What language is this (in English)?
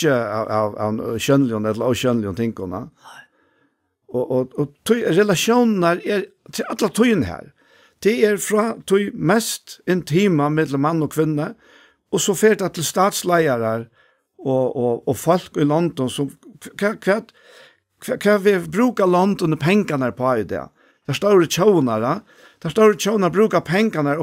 Faroese